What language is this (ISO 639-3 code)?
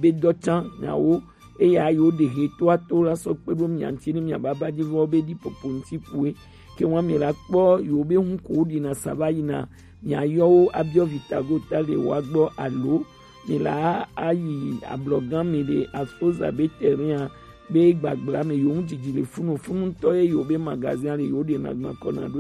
gej